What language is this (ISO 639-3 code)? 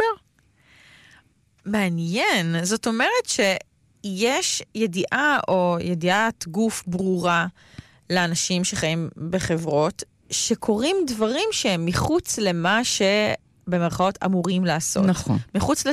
heb